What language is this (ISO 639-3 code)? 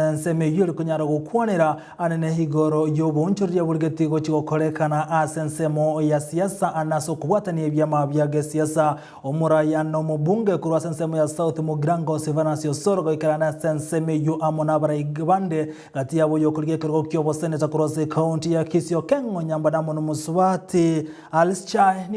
guz